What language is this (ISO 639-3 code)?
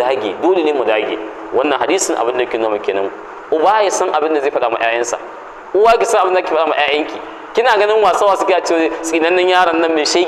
hau